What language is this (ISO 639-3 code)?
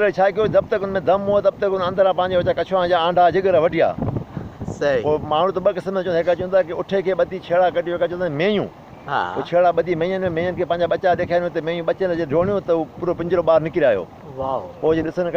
snd